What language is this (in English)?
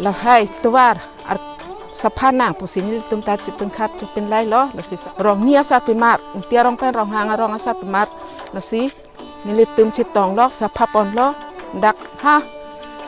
Karbi